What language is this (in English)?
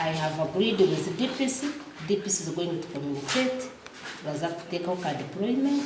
Nyankole